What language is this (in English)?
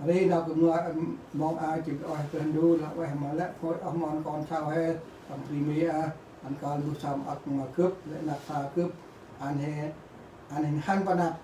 Central Mnong